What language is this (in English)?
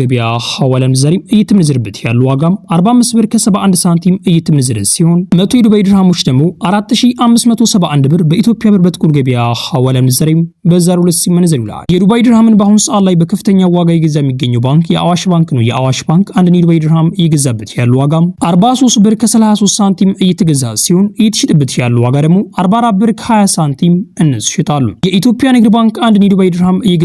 Amharic